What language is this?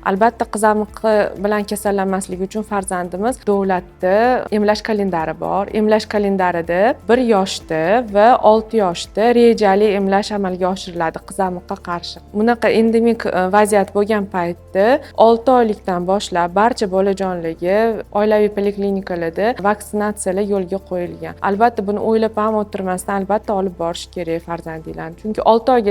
Uzbek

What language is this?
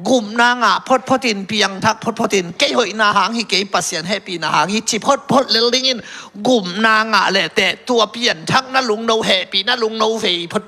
Tedim Chin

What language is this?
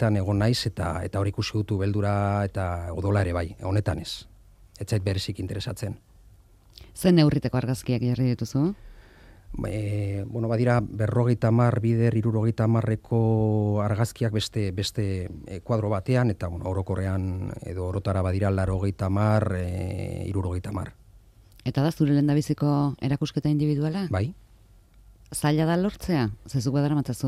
Basque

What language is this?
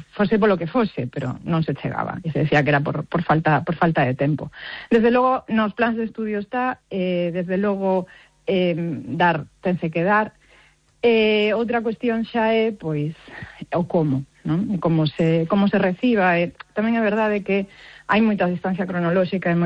Galician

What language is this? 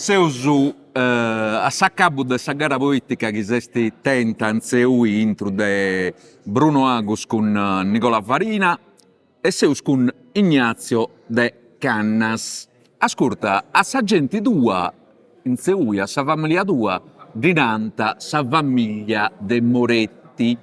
Sardinian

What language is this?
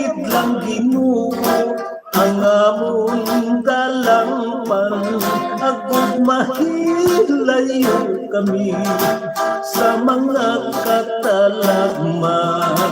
Hiligaynon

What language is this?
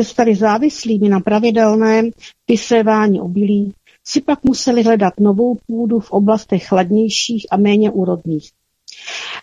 Czech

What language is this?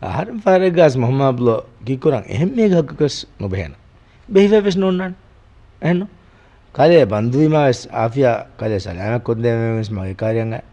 Divehi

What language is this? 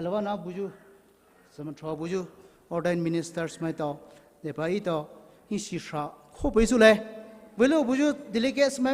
Poumei Naga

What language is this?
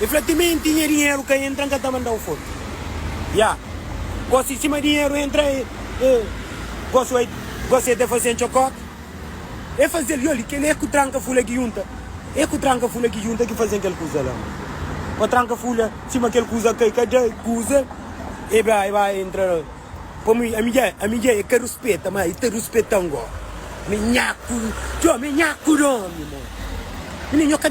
Kabuverdianu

